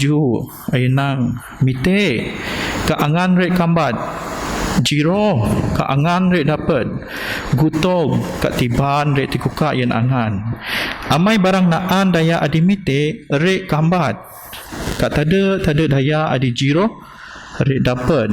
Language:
Biatah Bidayuh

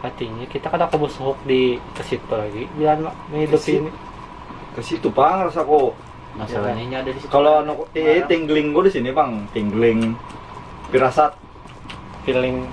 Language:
Banjar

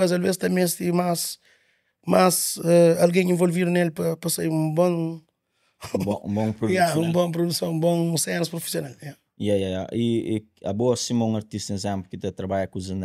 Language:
Kabuverdianu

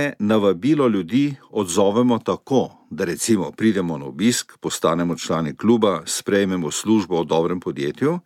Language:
Slovenian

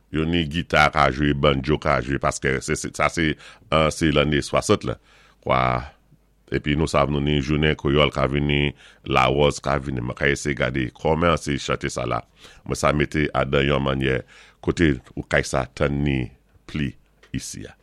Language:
Saint Lucian Creole French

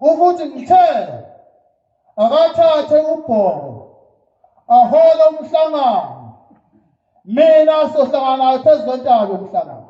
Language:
Zulu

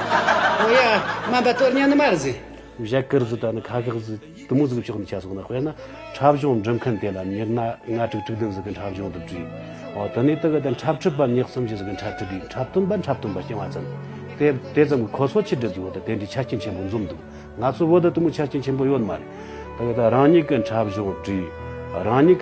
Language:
Tibetan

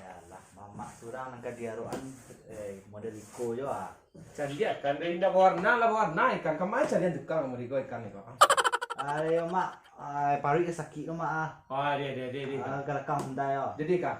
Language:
Minangkabau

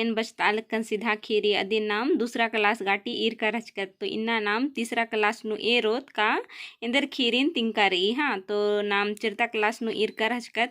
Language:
Kurukh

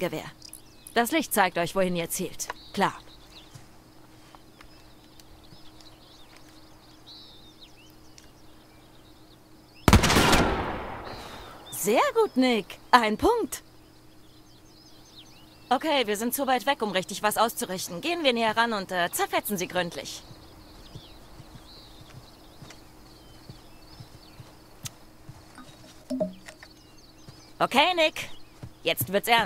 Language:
German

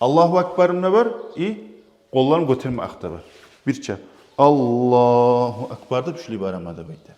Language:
Kumyk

